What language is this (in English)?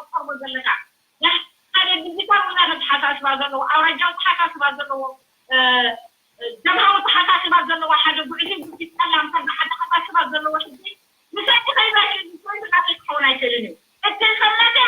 Tigrinya